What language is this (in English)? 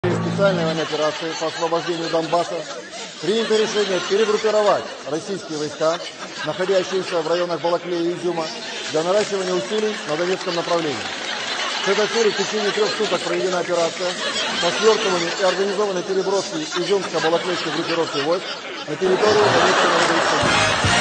Russian